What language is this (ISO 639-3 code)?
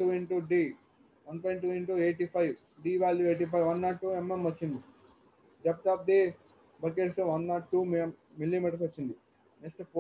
tel